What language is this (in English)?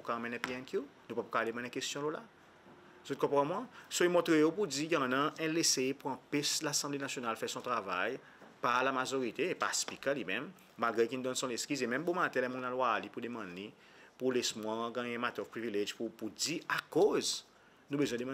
Seselwa Creole French